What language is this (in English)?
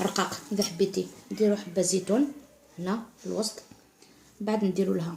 Algerian Arabic